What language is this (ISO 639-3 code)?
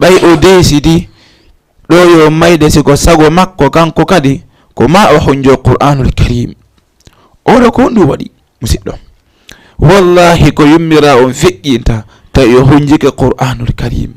ful